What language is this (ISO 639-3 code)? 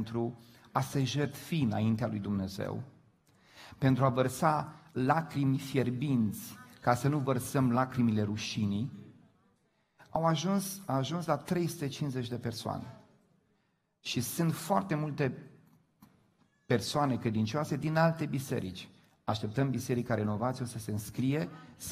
ron